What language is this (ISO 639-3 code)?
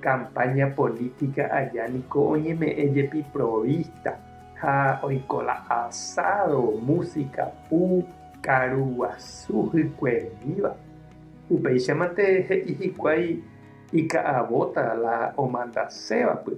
grn